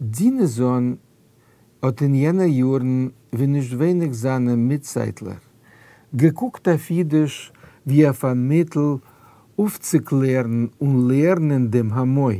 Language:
Yiddish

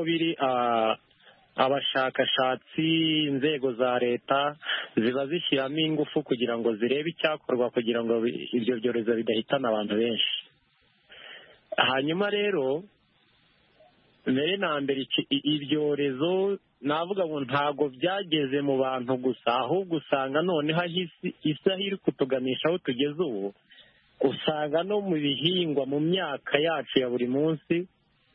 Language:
Kinyarwanda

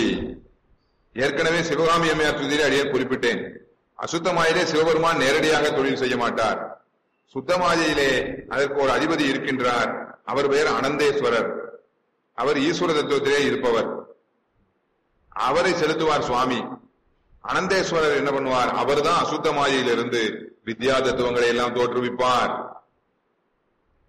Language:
Tamil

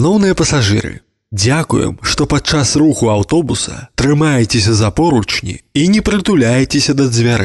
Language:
Belarusian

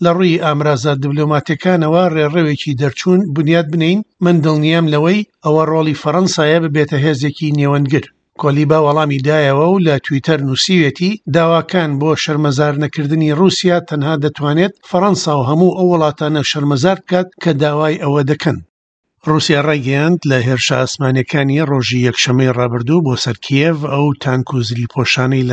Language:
Central Kurdish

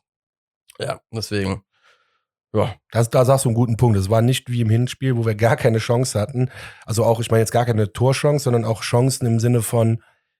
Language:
German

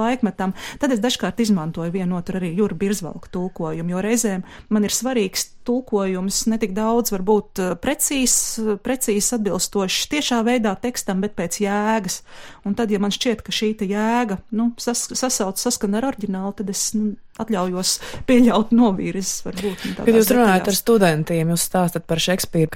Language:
Latvian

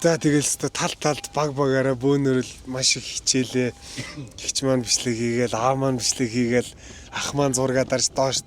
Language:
Mongolian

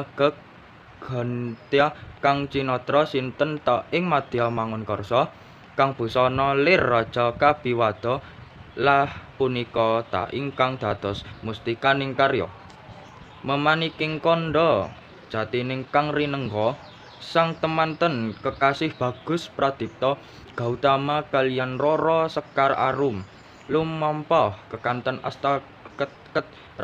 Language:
Javanese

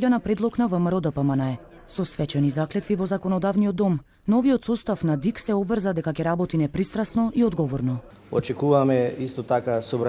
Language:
Macedonian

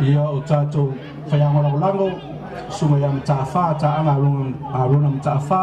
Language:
Samoan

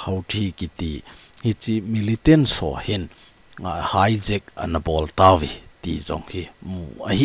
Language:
Thado Chin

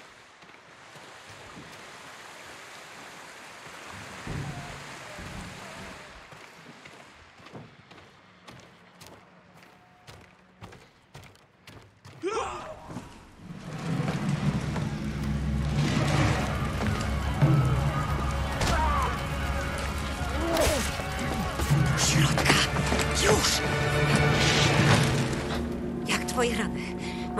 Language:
Polish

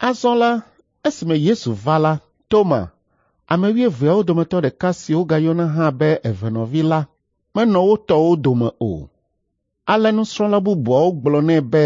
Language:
Ewe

